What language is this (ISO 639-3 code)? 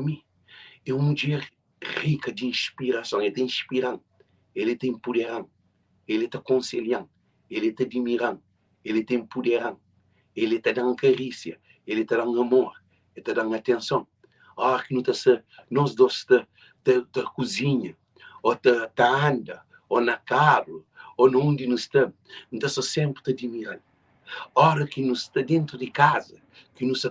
kea